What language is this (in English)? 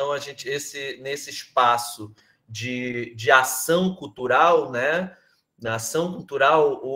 Portuguese